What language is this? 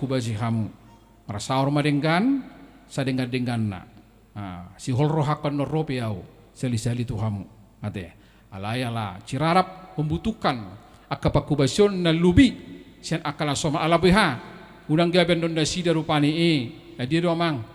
Batak Toba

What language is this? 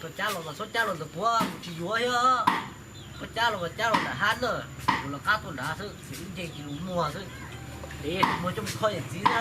Hmong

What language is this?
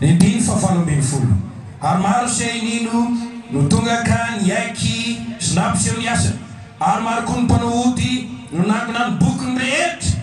Malagasy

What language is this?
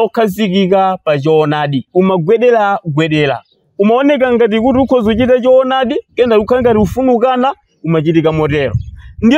Nyanja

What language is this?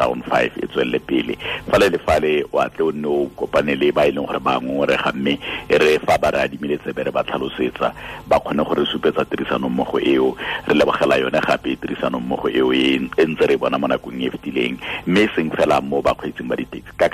Tswana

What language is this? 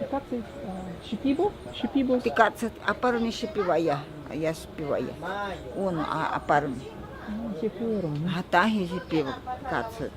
Ashéninka Perené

